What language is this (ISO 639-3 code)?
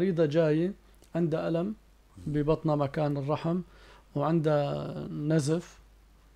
apc